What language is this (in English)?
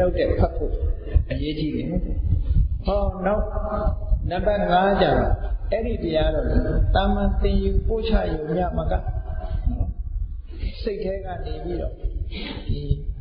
Burmese